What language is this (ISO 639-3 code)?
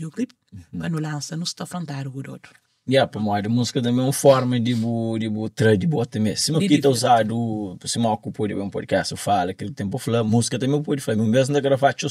kea